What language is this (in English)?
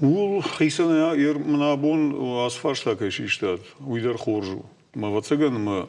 Ossetic